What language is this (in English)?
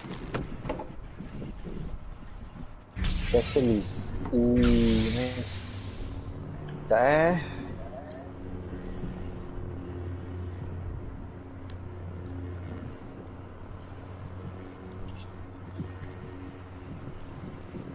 Malay